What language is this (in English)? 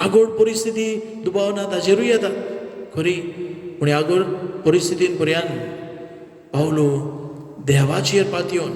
Konkani